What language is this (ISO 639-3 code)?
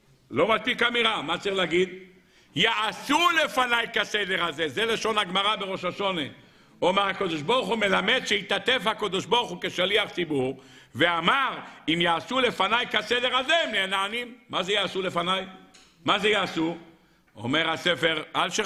heb